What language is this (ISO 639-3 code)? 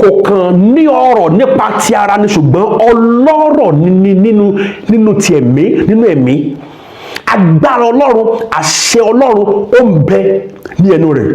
yor